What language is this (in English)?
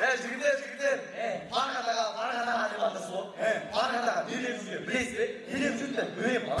Kara-Kalpak